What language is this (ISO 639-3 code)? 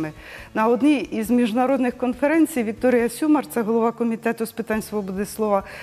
ukr